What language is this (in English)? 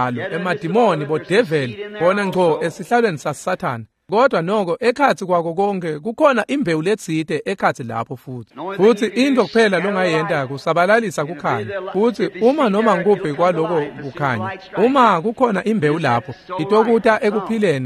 Swati